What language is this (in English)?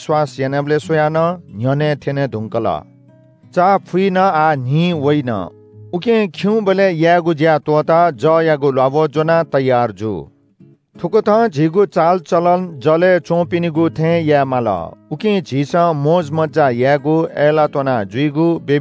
Newari